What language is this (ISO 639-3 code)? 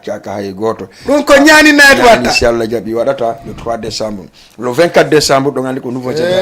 ful